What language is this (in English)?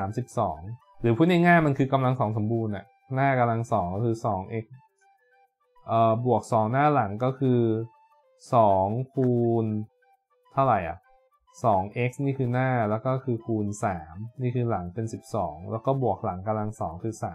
Thai